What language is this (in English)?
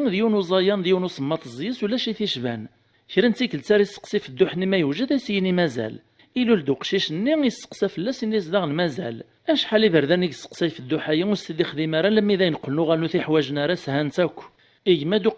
Kabyle